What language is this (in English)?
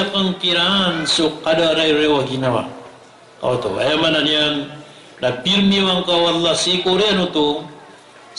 Maranao